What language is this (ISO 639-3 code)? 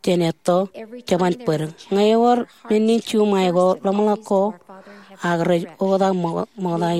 mah